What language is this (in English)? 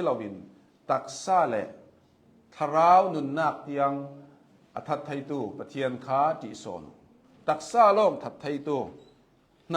Hakha Chin